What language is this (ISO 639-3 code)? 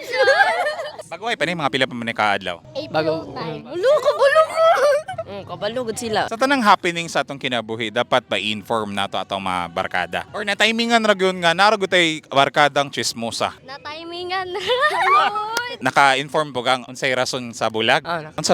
ceb